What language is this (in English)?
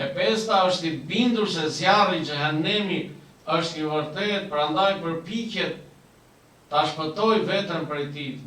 Albanian